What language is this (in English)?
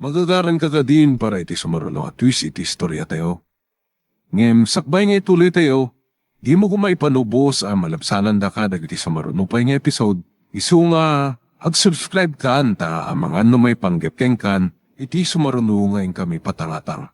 Iloko